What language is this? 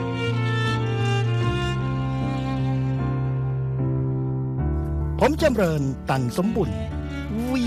Thai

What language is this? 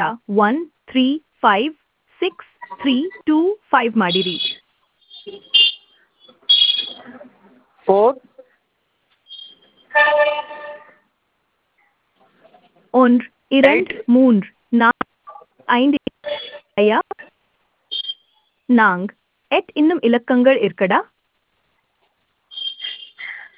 Tamil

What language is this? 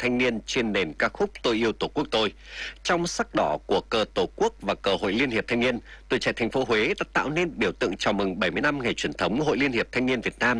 Vietnamese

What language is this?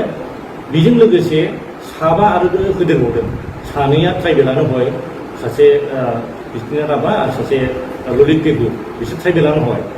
Bodo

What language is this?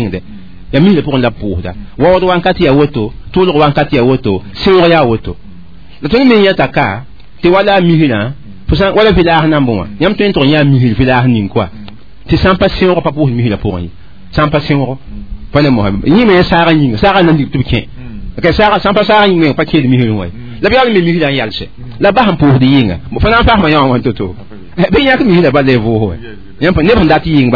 Mossi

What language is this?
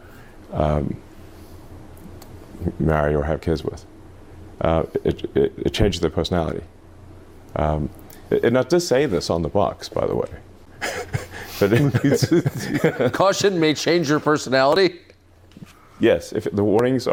English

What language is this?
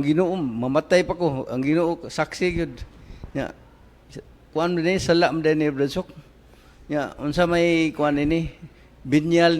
Cebuano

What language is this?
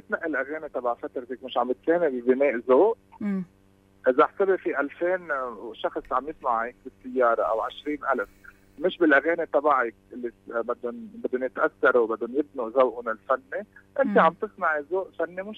North Levantine Arabic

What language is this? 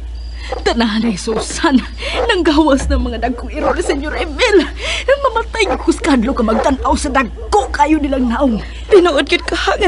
Cebuano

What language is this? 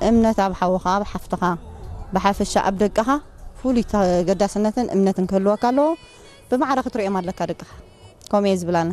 Tigrinya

